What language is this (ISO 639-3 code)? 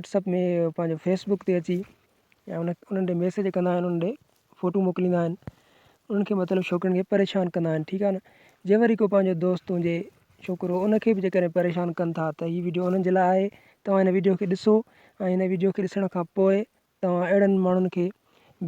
snd